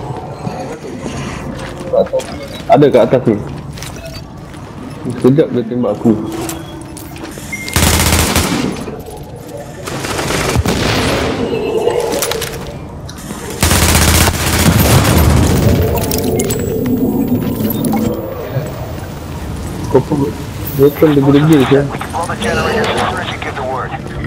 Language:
Malay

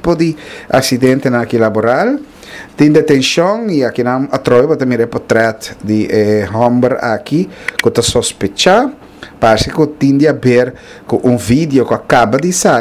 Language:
Papiamento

